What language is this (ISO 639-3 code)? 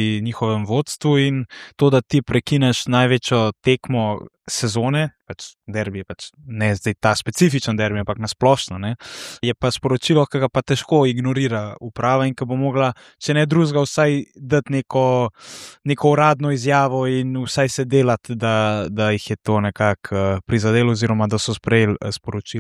slv